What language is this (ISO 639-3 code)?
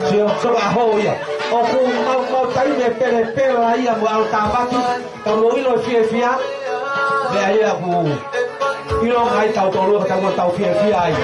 ton